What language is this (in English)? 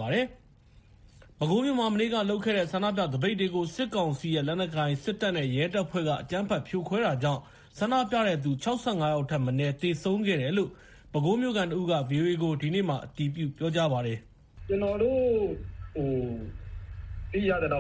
Burmese